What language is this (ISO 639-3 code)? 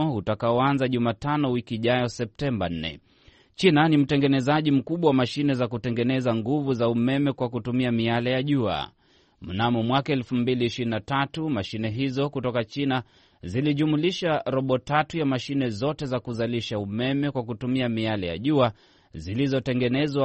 swa